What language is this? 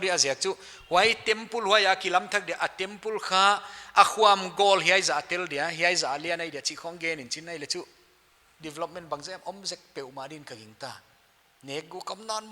Paite Chin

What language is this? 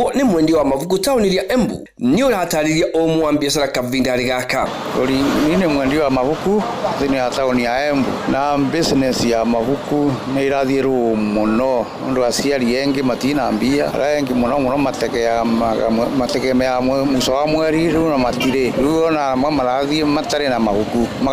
Kikuyu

